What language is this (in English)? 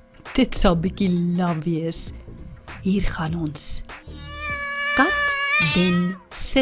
Afrikaans